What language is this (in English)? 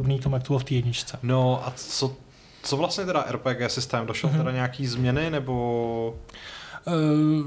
Czech